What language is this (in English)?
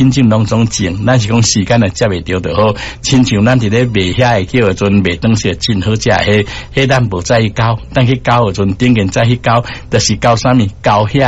Min Nan Chinese